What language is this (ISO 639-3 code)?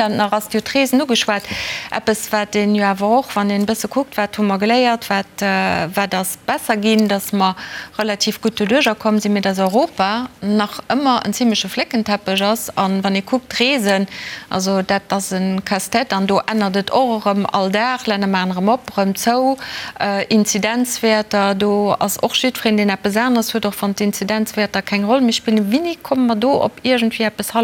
ltz